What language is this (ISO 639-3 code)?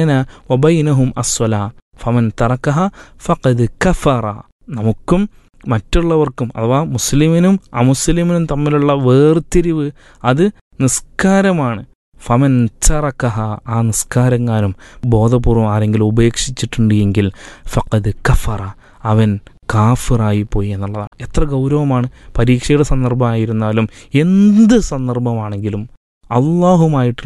mal